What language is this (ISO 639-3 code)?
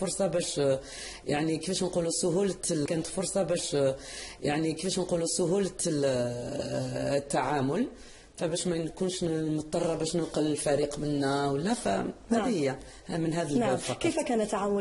arq